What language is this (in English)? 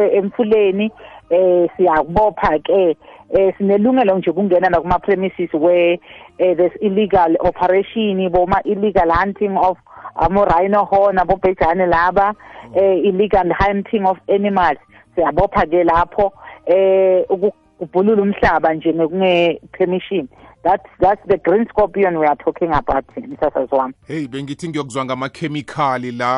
South Ndebele